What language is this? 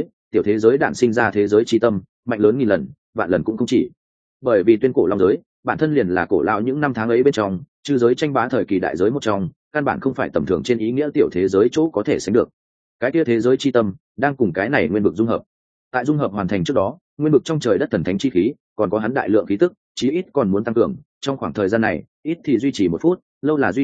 Vietnamese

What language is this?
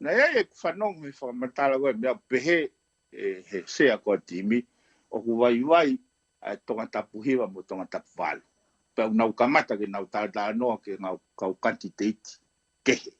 Tongan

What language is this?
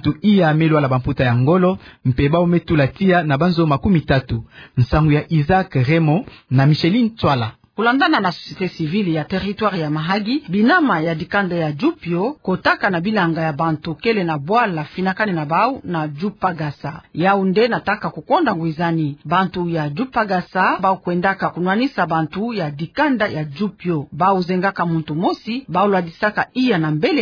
Kituba (Democratic Republic of Congo)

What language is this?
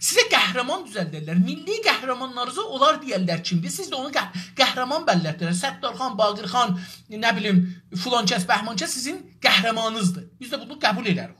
South Azerbaijani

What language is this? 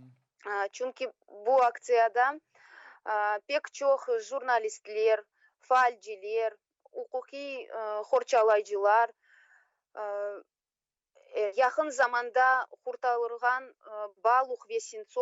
Crimean Tatar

